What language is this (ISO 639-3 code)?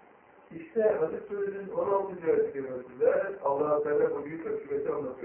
tur